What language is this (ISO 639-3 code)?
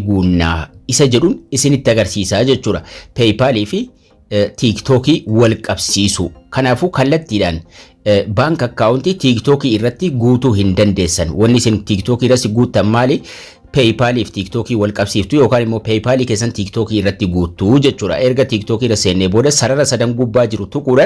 orm